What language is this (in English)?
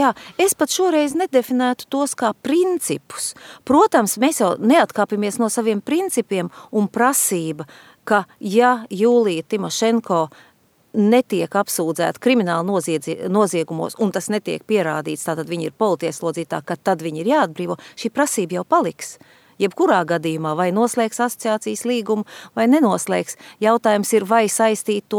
Latvian